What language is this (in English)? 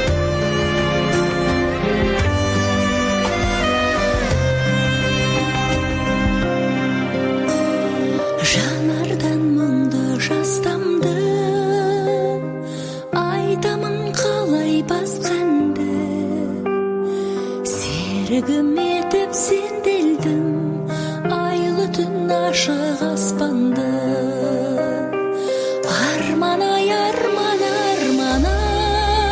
Kazakh